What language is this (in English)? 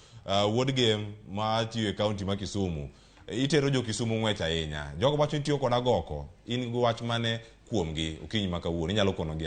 Luo (Kenya and Tanzania)